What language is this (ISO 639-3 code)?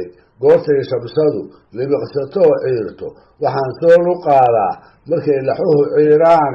som